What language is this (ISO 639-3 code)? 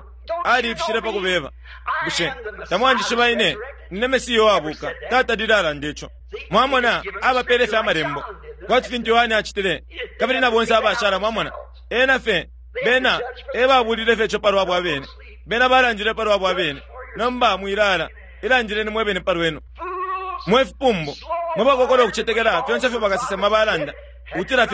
bem